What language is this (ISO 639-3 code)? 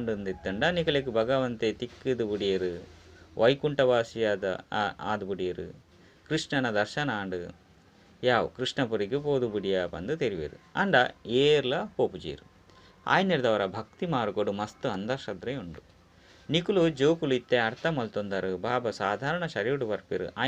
tcy